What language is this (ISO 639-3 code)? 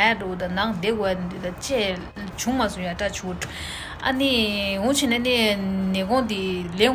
bod